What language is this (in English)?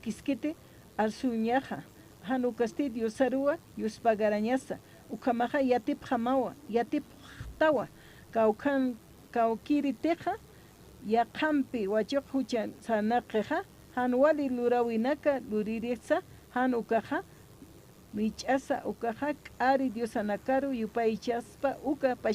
Aymara